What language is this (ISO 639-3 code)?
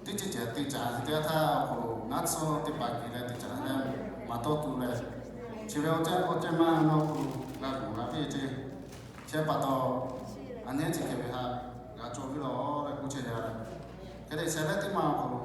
lhu